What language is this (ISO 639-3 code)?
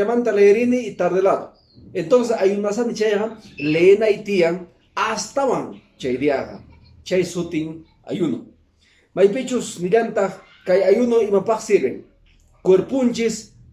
que